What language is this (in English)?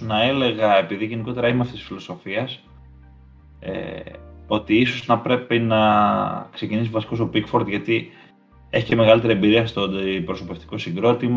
Greek